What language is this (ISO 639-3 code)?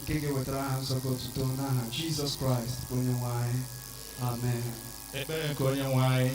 ibo